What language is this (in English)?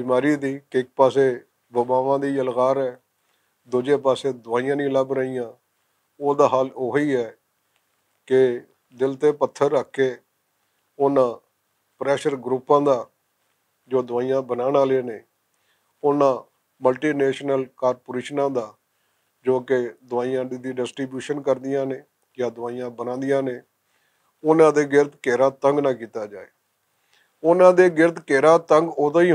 Western Panjabi